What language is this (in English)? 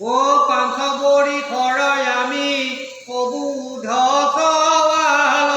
Assamese